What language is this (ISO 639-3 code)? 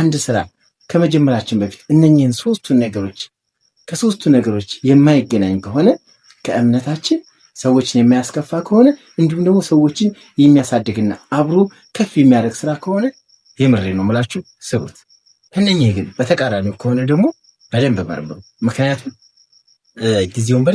amh